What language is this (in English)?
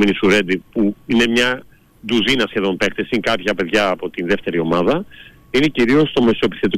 Greek